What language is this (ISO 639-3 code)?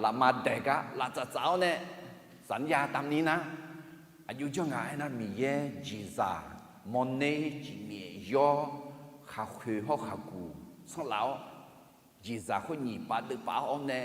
ahk